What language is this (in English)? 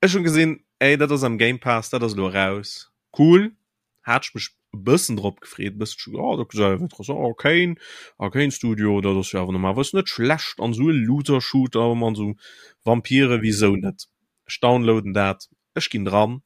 Luxembourgish